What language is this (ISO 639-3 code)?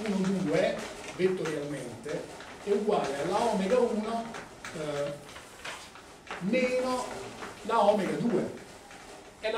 ita